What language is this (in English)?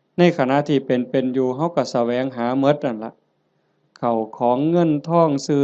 Northeastern Thai